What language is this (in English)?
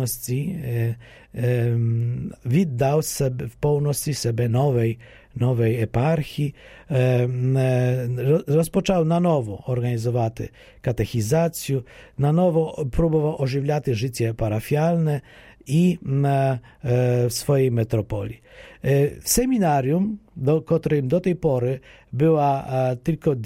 Polish